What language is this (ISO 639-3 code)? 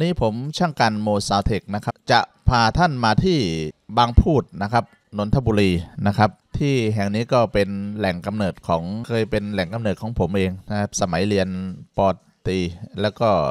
tha